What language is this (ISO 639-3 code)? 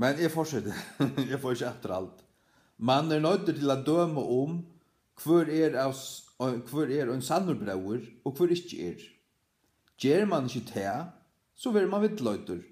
fao